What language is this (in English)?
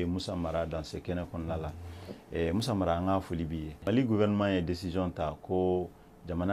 Bambara